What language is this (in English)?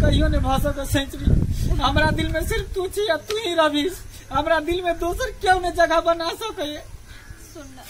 Maithili